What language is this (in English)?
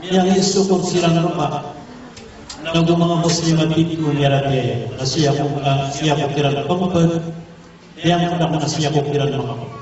Maranao